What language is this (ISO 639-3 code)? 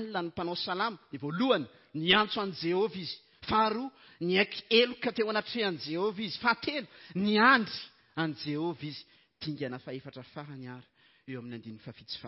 mlg